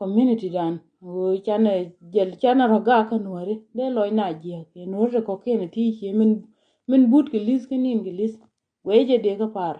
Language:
Nuer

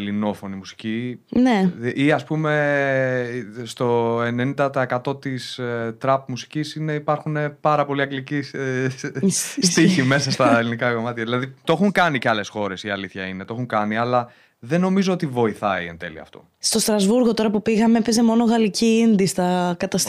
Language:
Greek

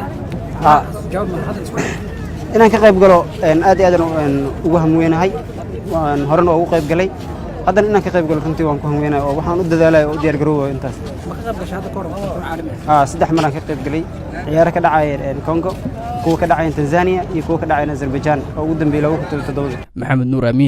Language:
Somali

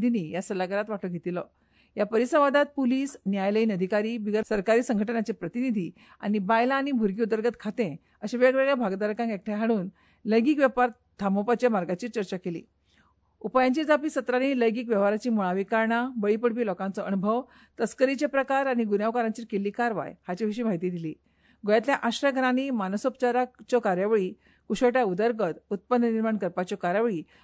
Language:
Konkani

